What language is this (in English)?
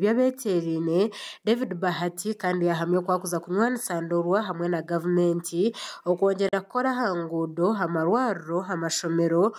Nyankole